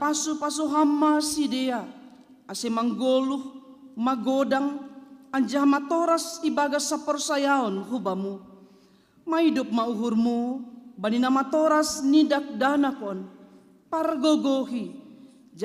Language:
Batak Simalungun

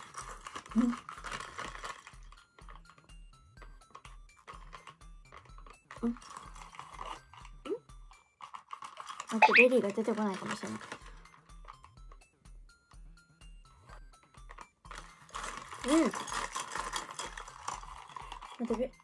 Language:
Japanese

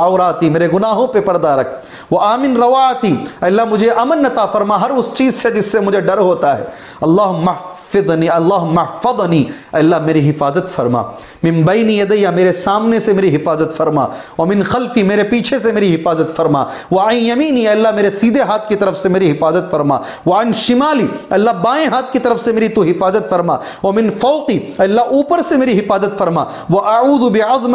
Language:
Urdu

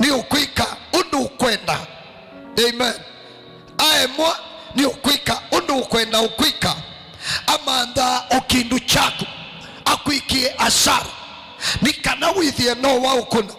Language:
Kamba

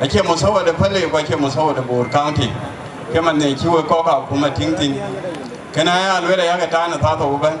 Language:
Dinka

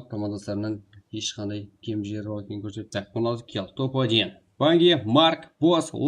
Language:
Kara-Kalpak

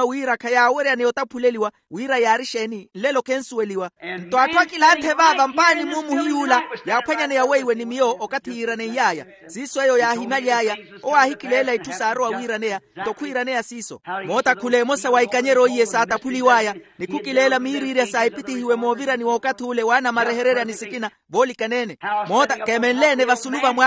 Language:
Makhuwa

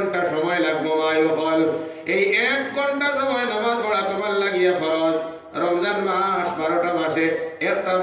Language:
Sylheti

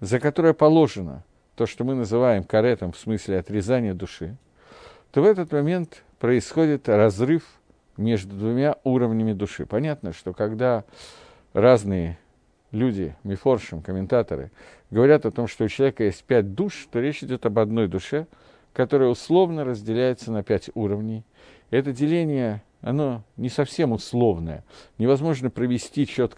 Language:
Russian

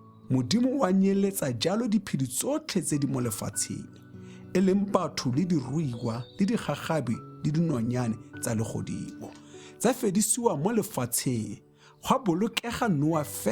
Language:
Tswana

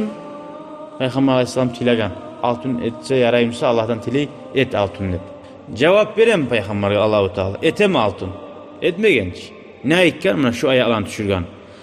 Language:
Kumyk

